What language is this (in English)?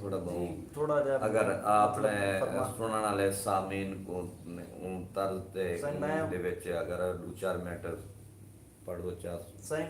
Saraiki